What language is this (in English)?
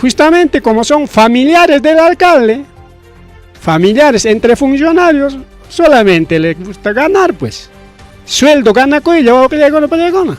Ayacucho Quechua